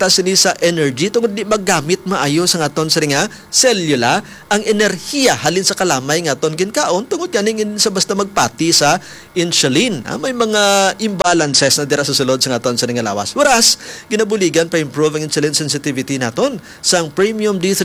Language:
Hiligaynon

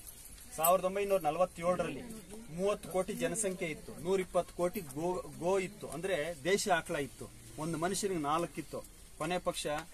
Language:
Kannada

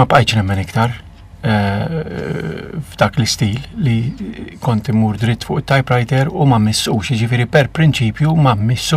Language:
Maltese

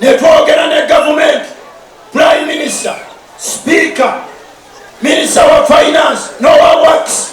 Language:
Ganda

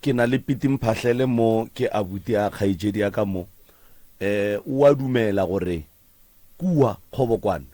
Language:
Northern Sotho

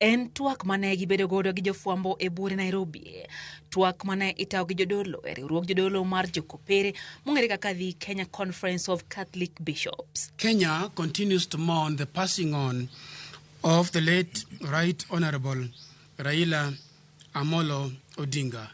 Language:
Luo (Kenya and Tanzania)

